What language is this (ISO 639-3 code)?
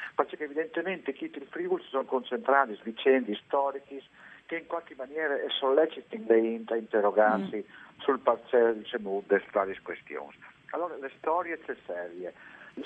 fur